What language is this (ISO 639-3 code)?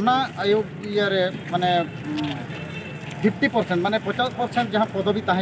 sat